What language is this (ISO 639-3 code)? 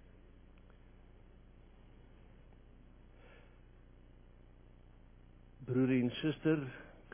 afr